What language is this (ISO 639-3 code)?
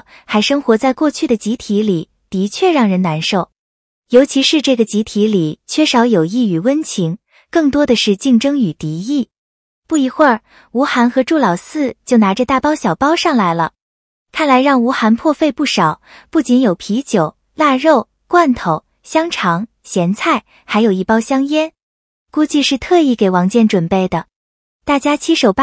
zho